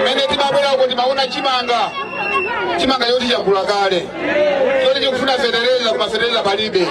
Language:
Nyanja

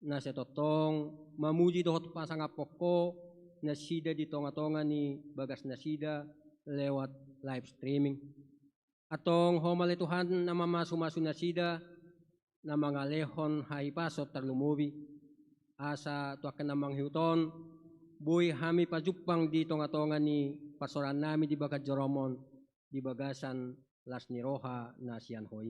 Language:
Batak Toba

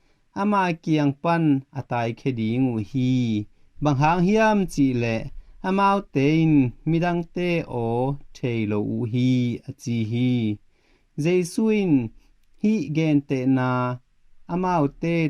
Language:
Tedim Chin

